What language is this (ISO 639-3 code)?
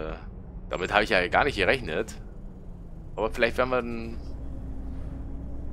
deu